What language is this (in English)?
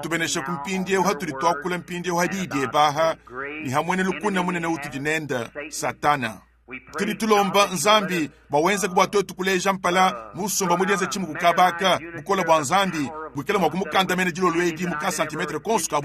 Luba-Lulua